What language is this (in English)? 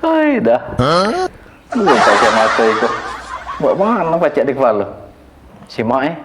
Musi